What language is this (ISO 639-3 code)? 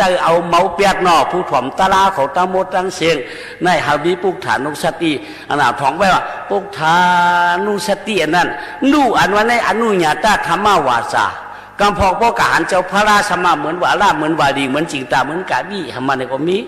shn